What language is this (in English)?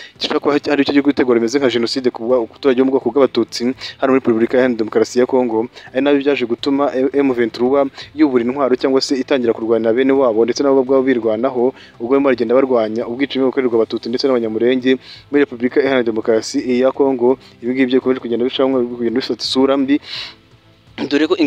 Kinyarwanda